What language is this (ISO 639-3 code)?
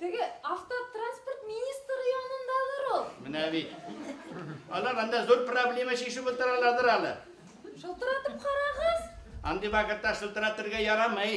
bak